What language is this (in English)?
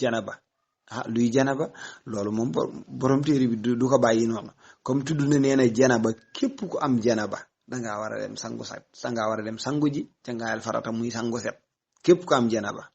Wolof